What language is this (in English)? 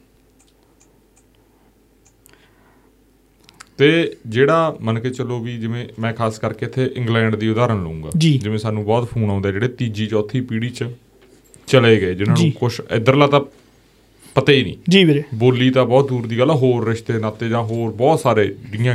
Punjabi